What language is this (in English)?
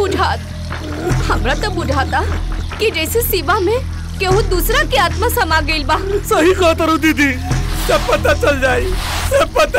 Bhojpuri